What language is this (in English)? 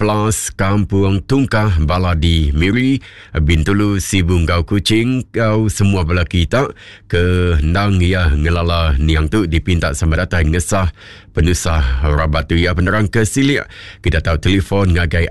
Iban